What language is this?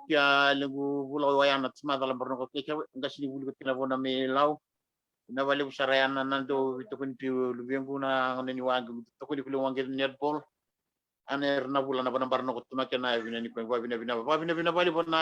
Fijian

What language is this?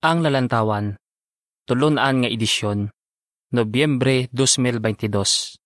Hiligaynon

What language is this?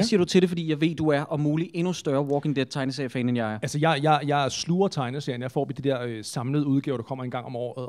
Danish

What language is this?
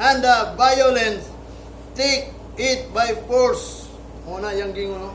Cebuano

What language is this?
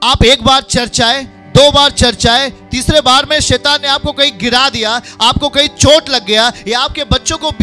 Hindi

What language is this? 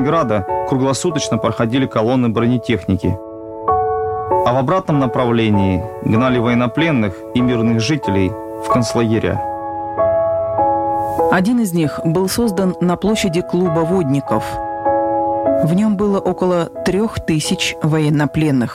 Russian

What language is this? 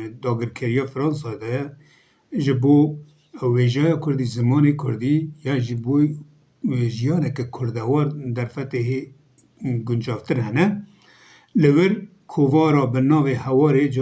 Kurdish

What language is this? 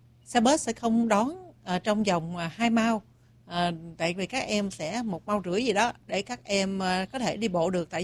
Vietnamese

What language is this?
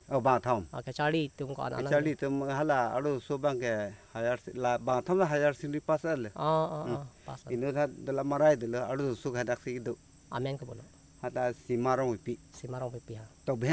Karbi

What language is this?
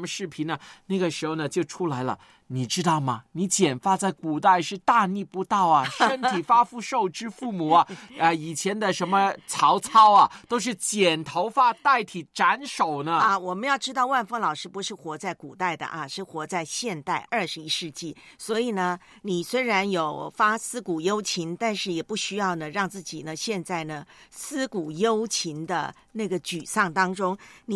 Chinese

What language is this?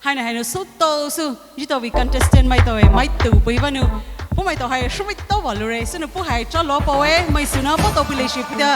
Poumei Naga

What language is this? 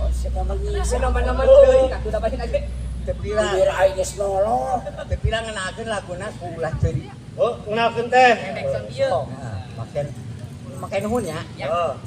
Sundanese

